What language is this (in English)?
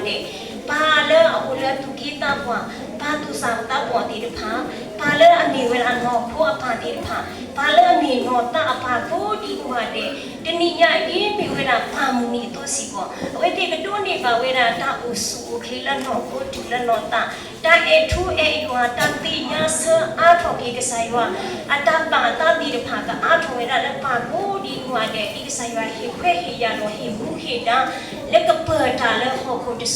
S'gaw Karen